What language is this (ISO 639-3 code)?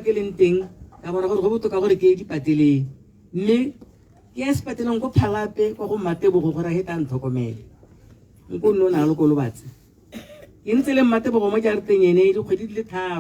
tsn